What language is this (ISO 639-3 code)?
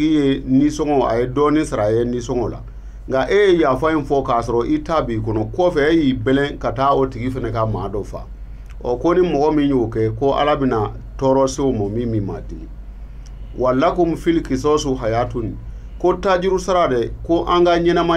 bam